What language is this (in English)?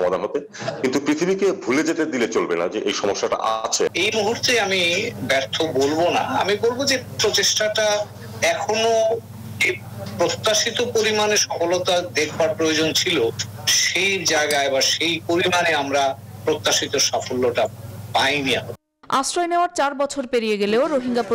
Bangla